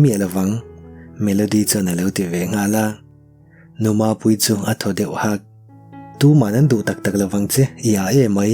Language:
Mizo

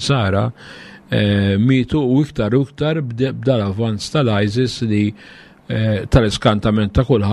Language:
Maltese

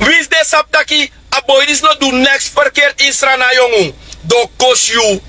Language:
Sranan Tongo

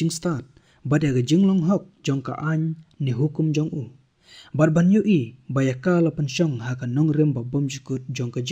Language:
Khasi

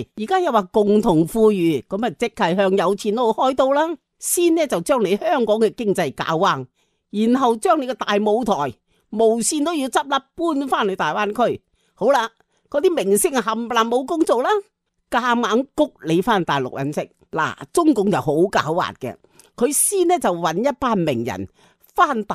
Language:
Cantonese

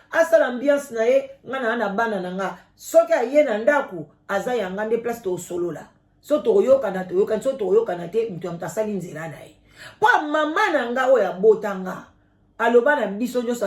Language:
Lingala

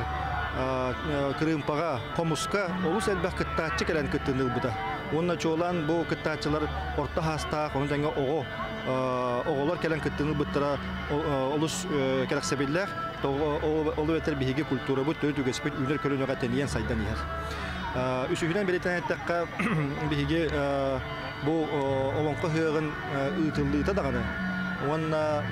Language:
Yakut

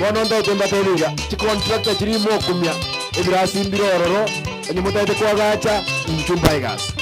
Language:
Gusii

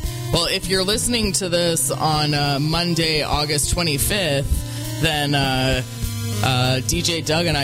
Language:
English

